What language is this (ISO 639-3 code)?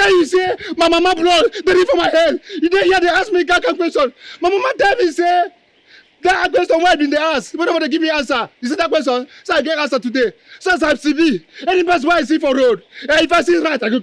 pcm